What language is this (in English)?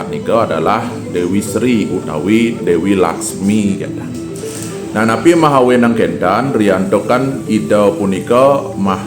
Balinese